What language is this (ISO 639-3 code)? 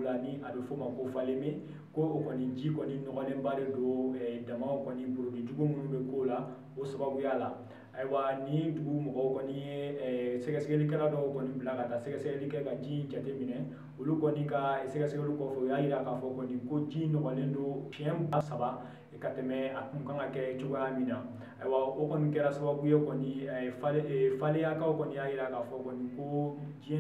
bam